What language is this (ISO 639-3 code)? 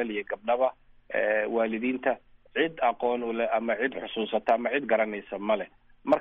som